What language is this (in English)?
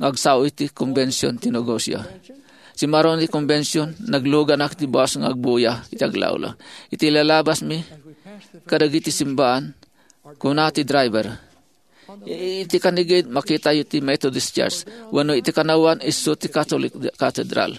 Iloko